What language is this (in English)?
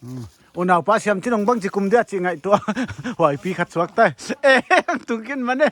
Paite Chin